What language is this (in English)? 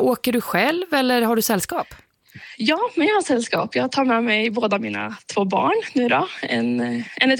Swedish